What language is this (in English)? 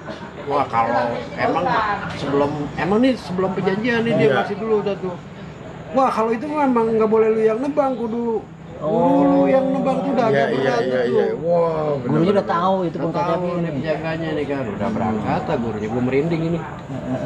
Betawi